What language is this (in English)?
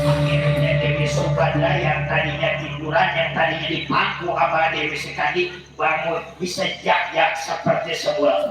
Betawi